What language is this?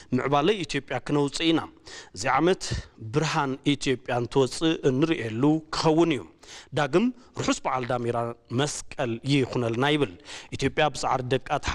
Tigrinya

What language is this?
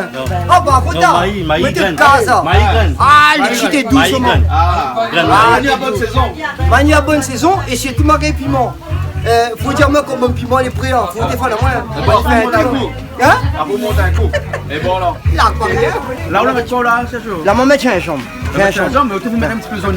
Réunion Creole French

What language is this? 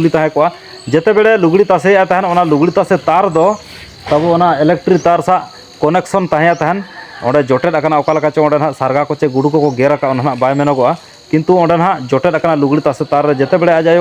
Santali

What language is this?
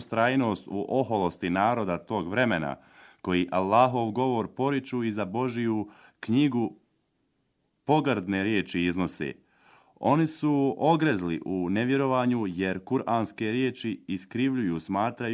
Bosnian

